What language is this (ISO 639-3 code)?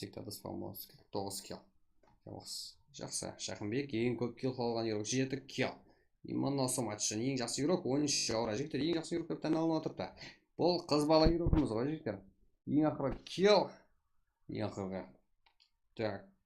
kaa